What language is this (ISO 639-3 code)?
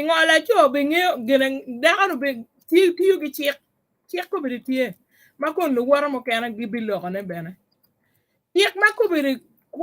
ach